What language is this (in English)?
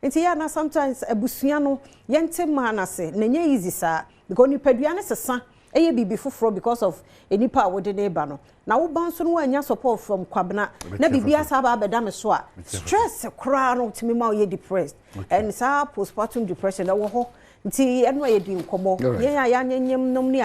Akan